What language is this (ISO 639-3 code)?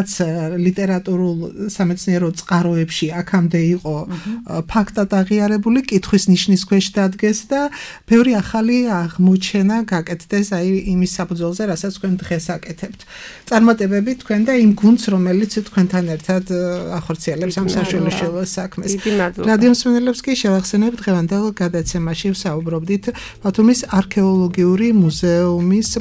kat